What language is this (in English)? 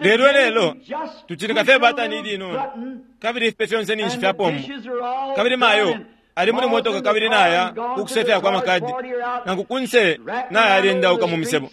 Bemba